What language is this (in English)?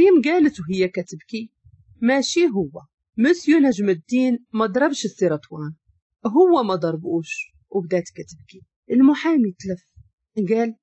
Moroccan Arabic